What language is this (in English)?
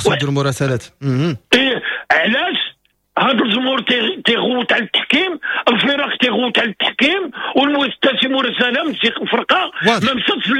Moroccan Arabic